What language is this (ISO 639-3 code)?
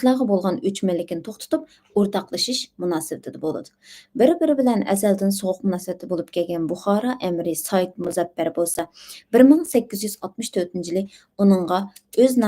uig